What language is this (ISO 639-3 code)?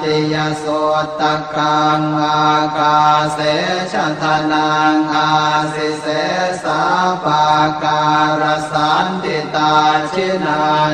pli